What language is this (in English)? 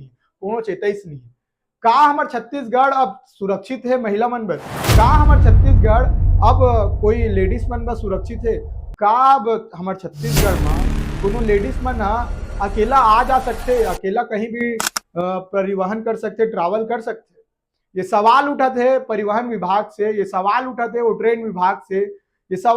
Chhattisgarhi